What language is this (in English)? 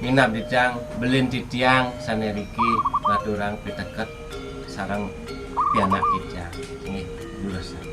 Balinese